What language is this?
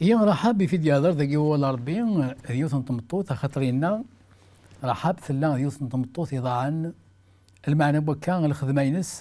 Kabyle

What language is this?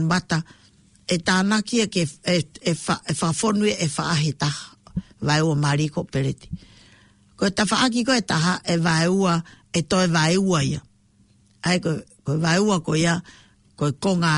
Tongan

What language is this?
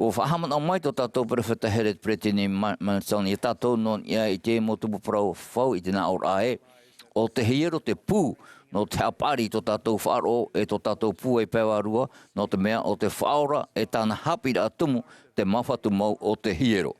Tahitian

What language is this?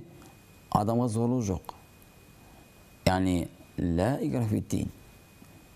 Kazakh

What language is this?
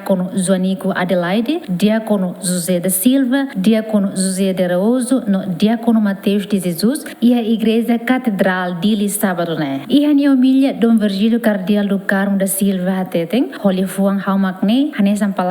Tetum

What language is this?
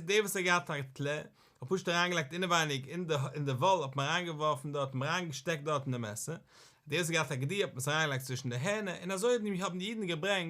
Yiddish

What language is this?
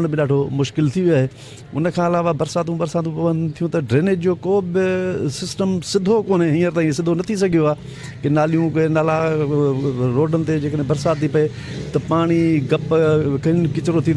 Sindhi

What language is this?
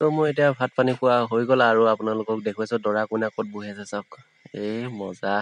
Assamese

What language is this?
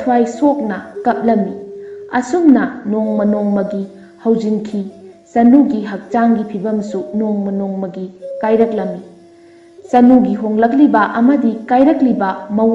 Manipuri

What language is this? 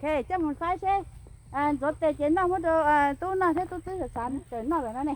Hmong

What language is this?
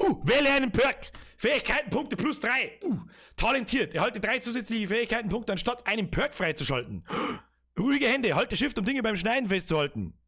Bavarian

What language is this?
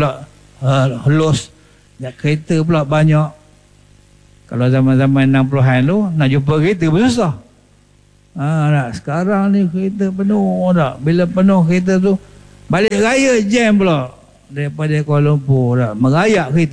Malay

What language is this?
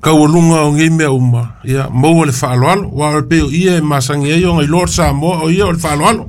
Samoan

